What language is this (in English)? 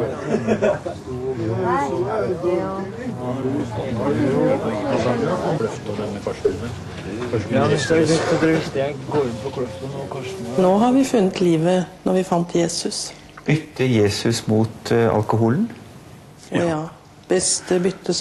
Norwegian